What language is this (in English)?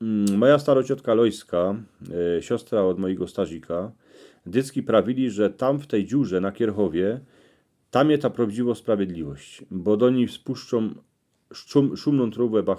Silesian